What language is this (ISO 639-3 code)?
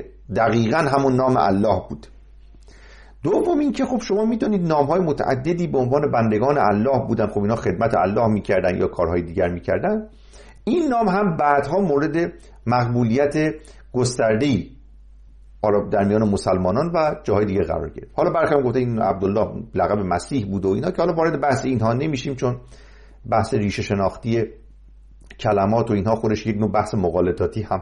fas